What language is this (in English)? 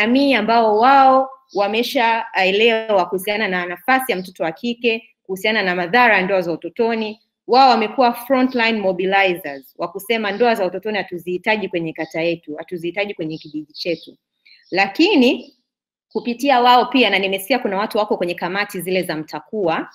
Swahili